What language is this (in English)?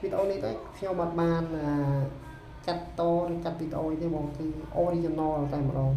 Khmer